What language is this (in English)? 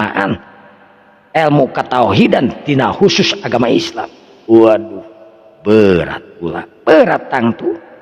Sundanese